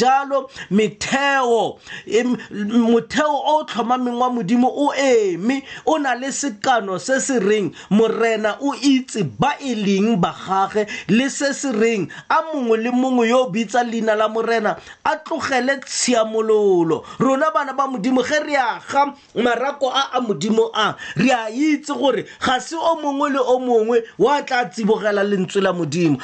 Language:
Tswana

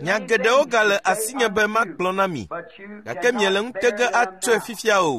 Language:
Ewe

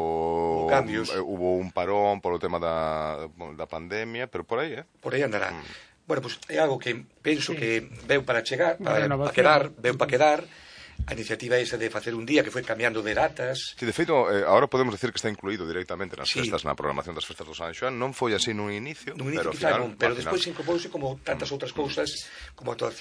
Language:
Galician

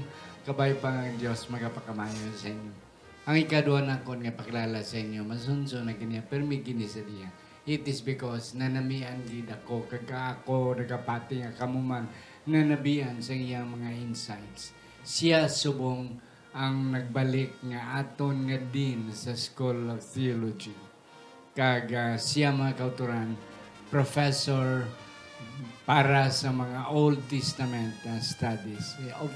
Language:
Hiligaynon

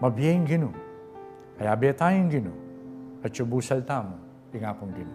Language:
Pampanga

